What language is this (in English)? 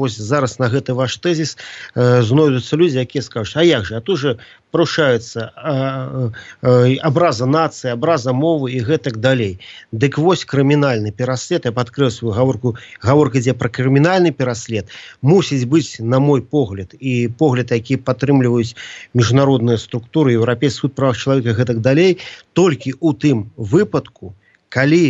Belarusian